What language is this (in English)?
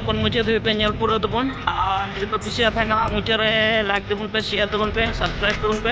Santali